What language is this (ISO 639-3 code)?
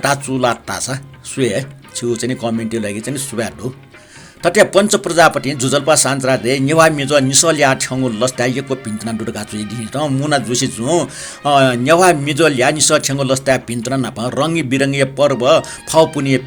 new